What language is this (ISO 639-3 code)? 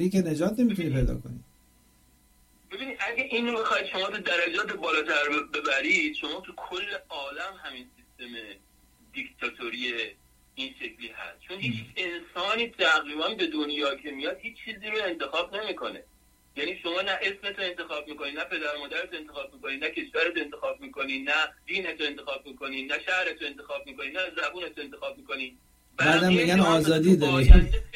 fas